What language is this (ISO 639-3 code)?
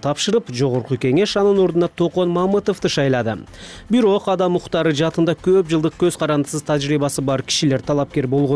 kir